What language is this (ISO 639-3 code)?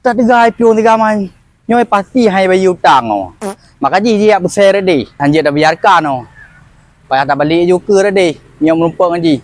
ace